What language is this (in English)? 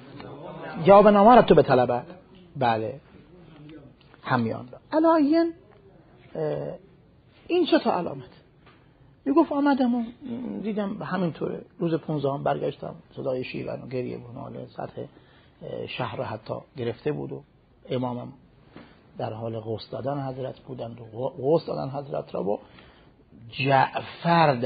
Persian